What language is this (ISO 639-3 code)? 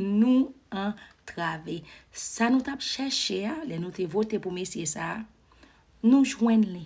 hat